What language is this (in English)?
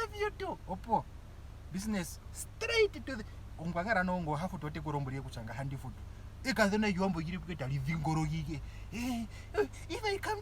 Ndonga